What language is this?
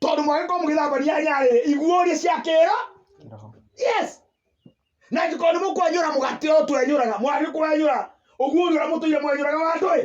Kikuyu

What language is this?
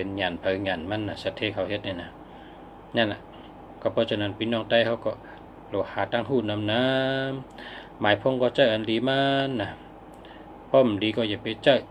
Shan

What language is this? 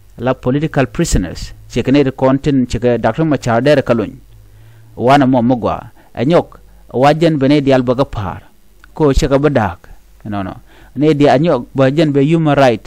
Nuer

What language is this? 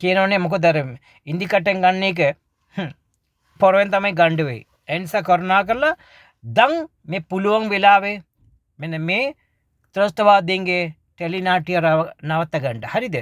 Sinhala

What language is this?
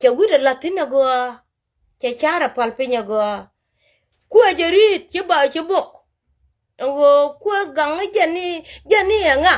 Nuer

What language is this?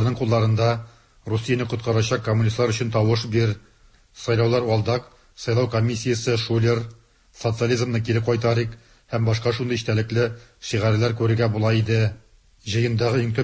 Tatar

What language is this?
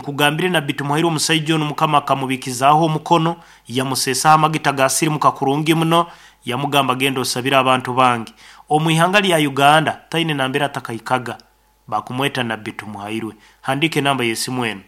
Nyoro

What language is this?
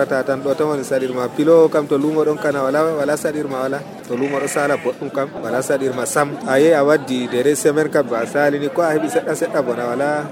Nigerian Fulfulde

